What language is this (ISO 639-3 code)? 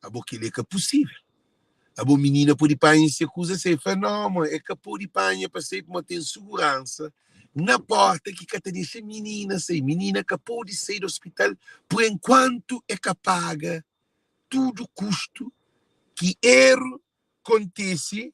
kea